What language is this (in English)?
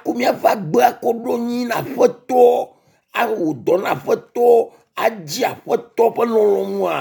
Ewe